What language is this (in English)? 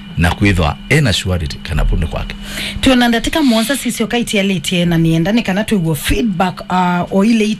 Kamba